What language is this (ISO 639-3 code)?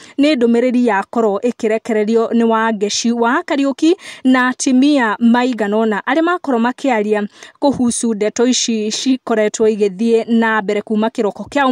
kik